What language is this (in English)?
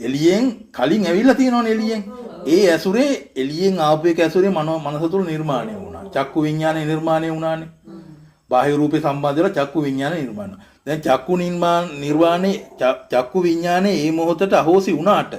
Sinhala